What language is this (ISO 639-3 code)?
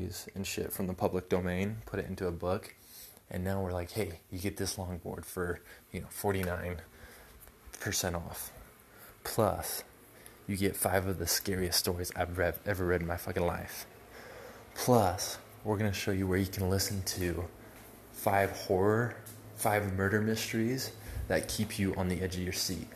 eng